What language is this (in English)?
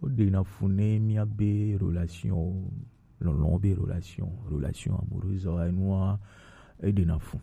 Gen